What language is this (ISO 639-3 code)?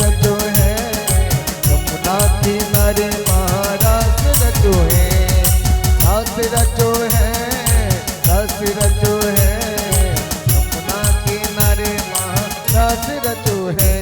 mai